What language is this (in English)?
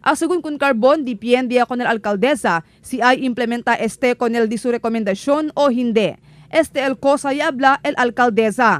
Chavacano